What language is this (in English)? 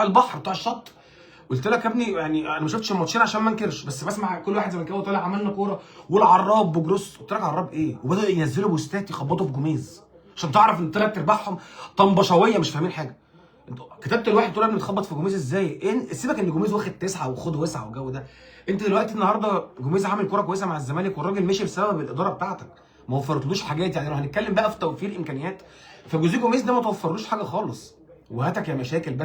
Egyptian Arabic